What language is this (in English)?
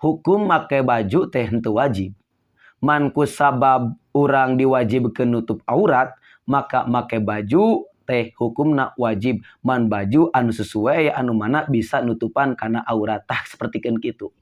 Sundanese